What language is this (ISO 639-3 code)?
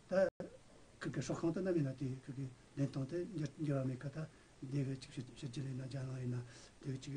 bod